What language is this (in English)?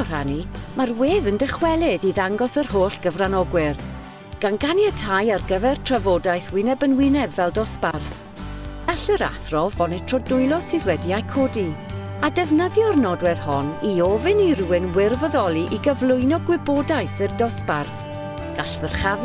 Welsh